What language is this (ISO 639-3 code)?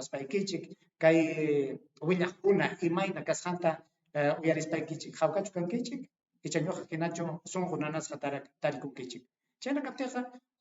quy